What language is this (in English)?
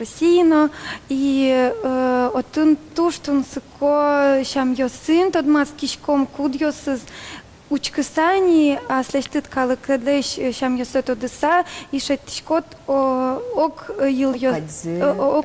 Udmurt